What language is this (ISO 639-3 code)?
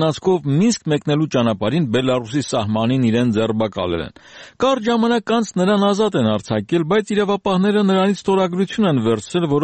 hye